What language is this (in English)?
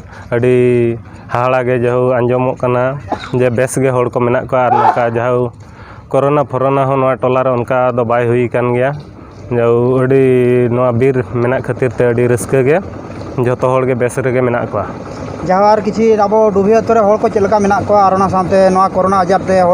Santali